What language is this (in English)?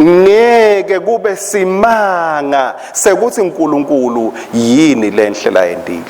Swati